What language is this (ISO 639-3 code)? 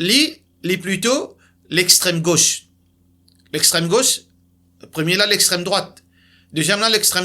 mfe